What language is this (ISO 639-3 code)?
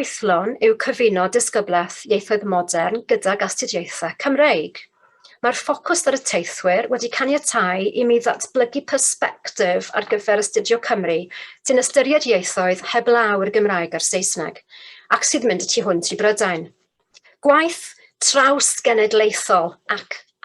cym